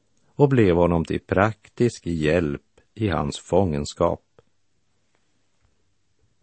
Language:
Swedish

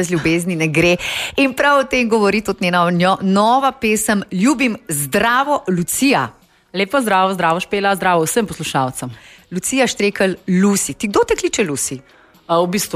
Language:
Slovenian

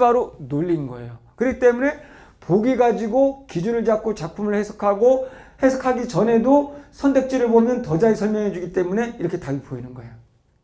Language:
Korean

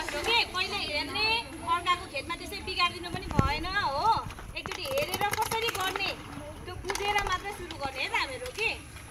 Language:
Nepali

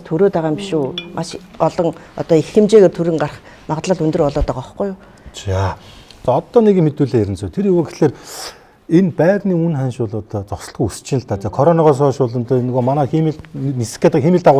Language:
Mongolian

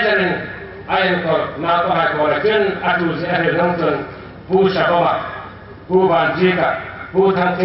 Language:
Hmar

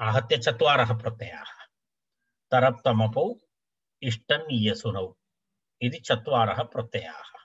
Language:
Sanskrit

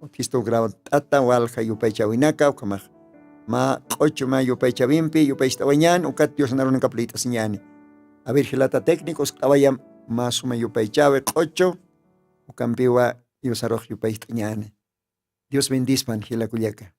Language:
Aymara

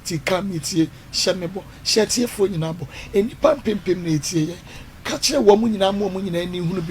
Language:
Akan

